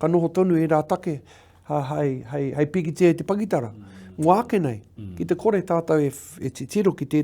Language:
Māori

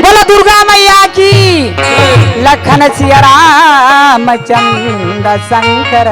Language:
Chhattisgarhi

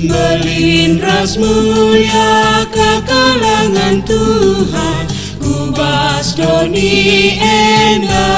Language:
Batak Karo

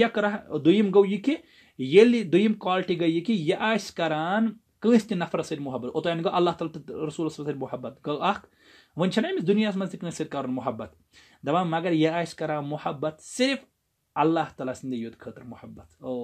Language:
Kashmiri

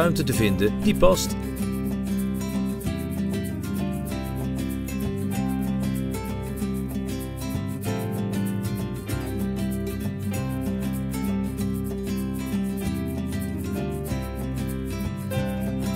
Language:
Dutch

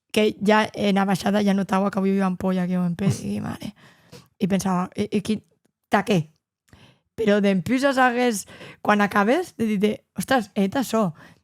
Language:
Occitan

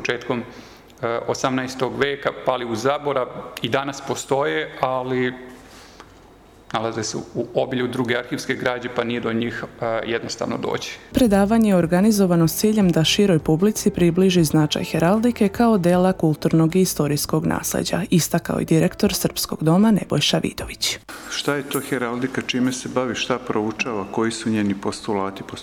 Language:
Serbian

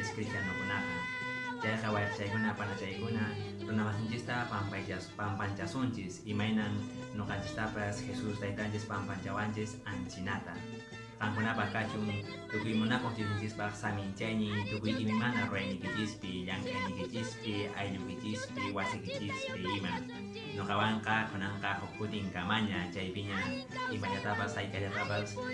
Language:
Quechua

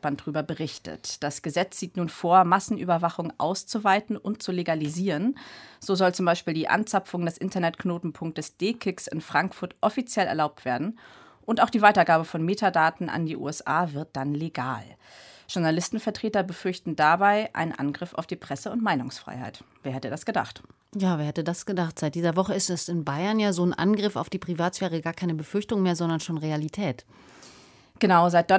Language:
German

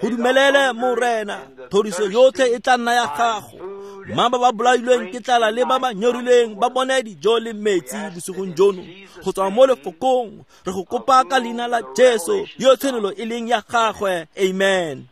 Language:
Tswana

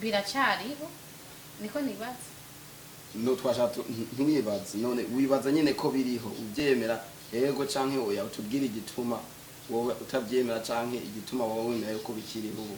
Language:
Rundi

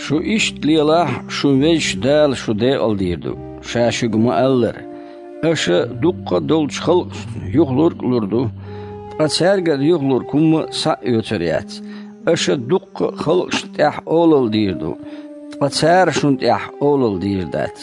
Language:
Chechen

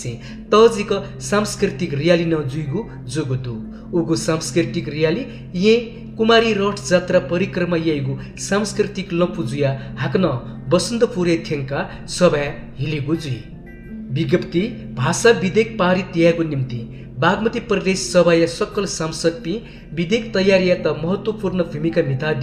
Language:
Newari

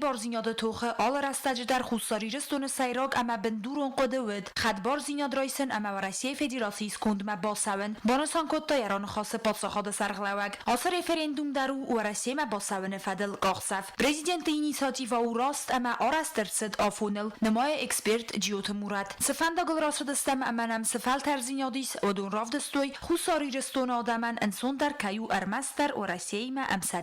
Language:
Ossetic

